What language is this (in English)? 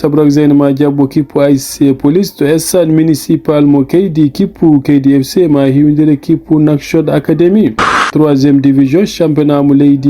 Fula